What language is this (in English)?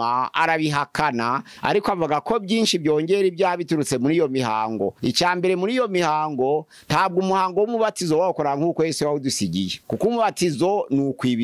Kinyarwanda